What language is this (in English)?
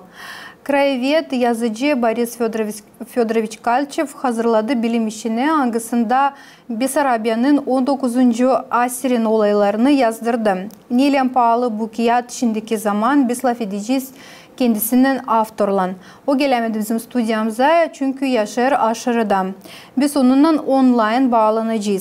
Gagauz